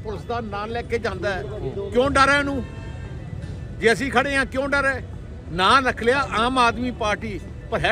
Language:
Punjabi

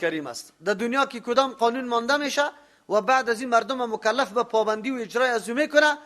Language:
Persian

